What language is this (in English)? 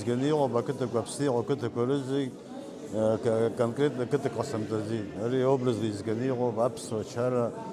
Abkhazian